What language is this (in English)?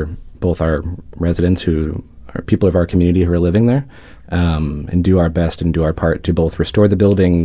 English